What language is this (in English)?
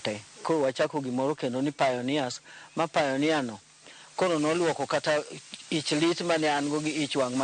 Luo (Kenya and Tanzania)